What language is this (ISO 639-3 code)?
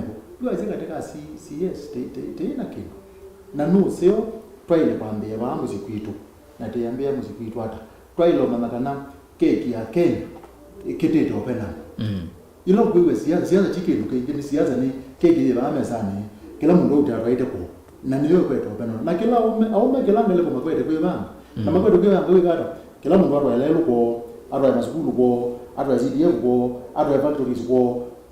kam